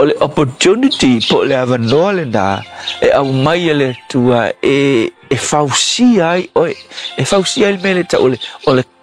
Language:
Samoan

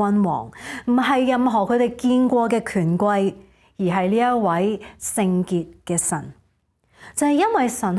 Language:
Cantonese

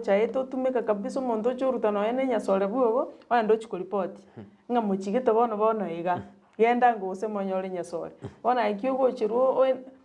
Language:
Gusii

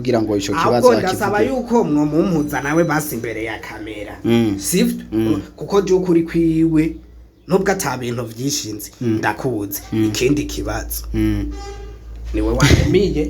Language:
Rundi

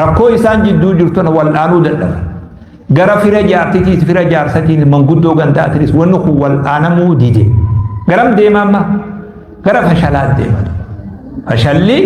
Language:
Oromo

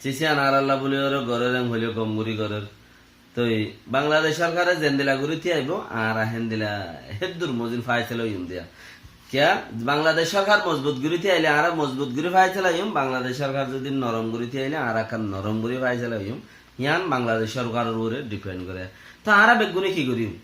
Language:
Rohingya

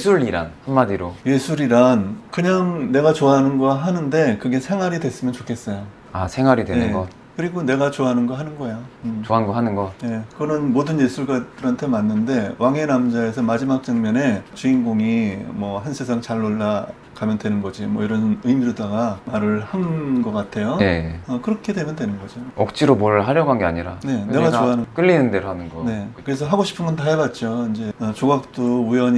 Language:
Korean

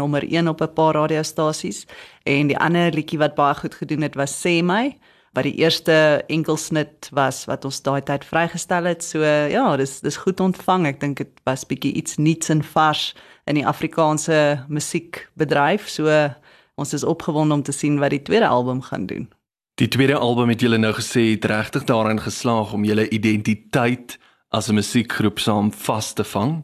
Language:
Afrikaans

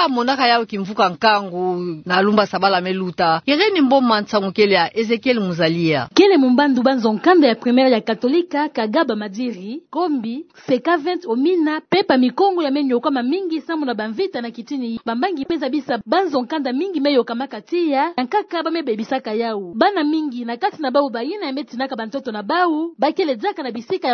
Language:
Kituba (Democratic Republic of Congo)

